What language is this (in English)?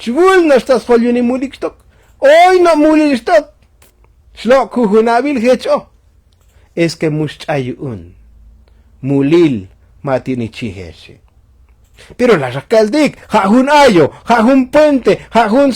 Tzotzil